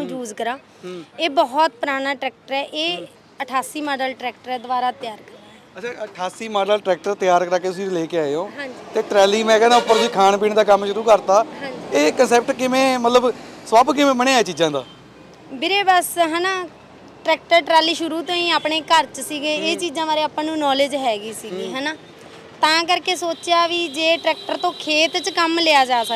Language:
Punjabi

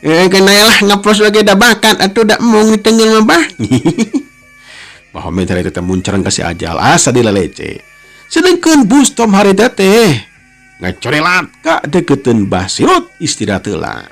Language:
Sundanese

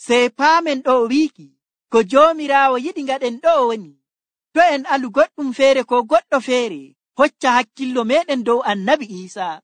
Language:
Nigerian Fulfulde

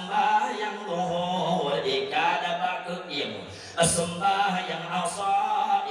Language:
Achinese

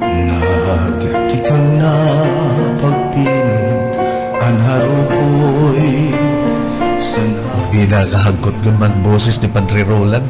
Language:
Waray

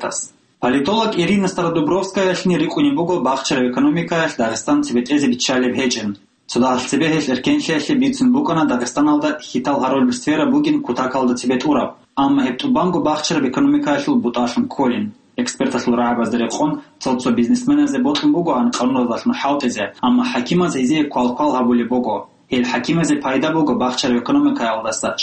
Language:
Avaric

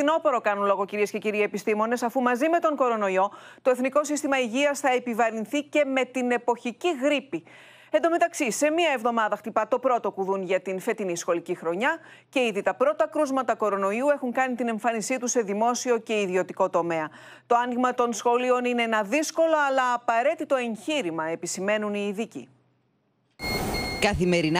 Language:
Greek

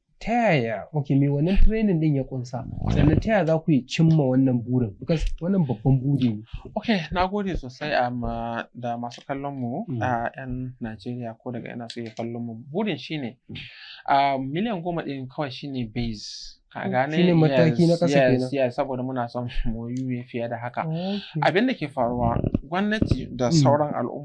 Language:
Hausa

